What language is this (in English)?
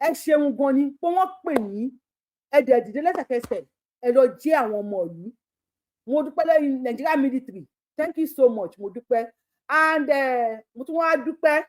Yoruba